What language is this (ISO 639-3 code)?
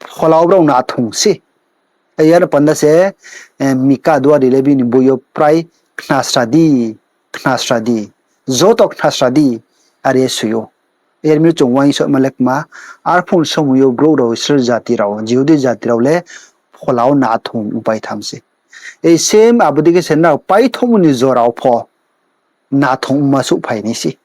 ria